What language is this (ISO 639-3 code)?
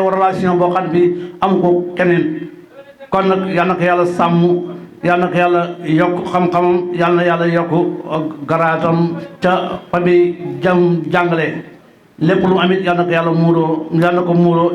wol